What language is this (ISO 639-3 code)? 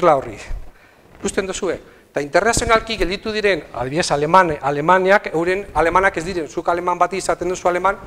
eus